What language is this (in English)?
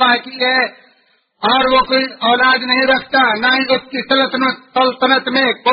Urdu